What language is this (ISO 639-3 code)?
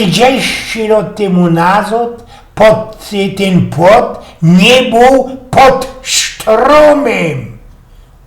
szl